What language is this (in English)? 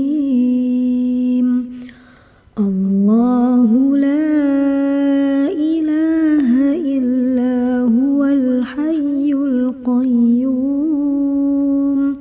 Arabic